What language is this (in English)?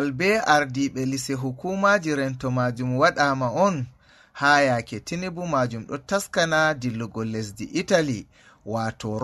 Fula